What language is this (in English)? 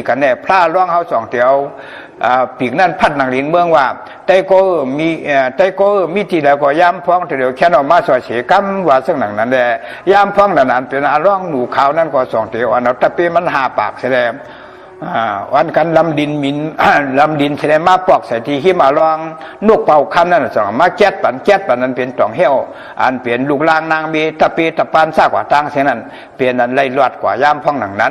Shan